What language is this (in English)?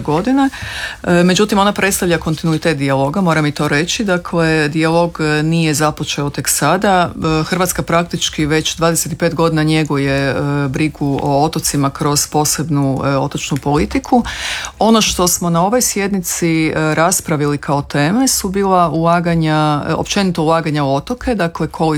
Croatian